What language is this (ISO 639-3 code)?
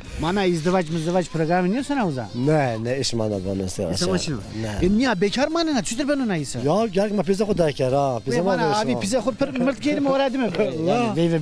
zza